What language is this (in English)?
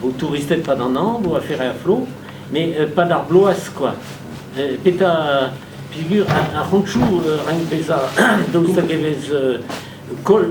Breton